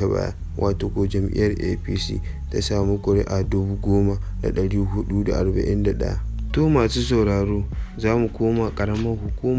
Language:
Hausa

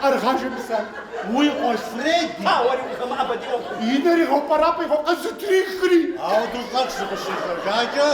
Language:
Kabardian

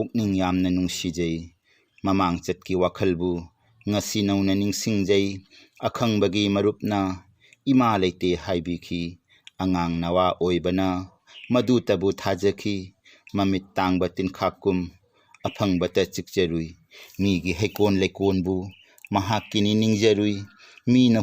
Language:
Manipuri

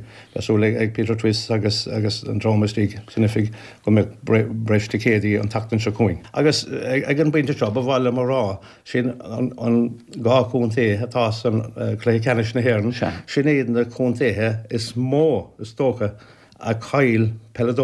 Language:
Irish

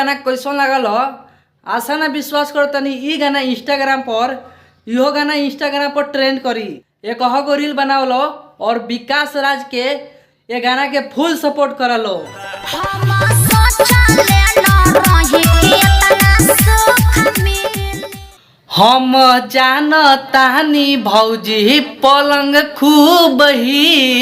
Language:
Bhojpuri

